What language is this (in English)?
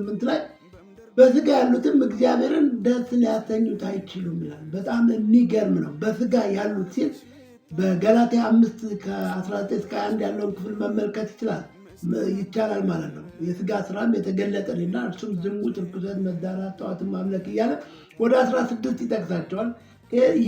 Amharic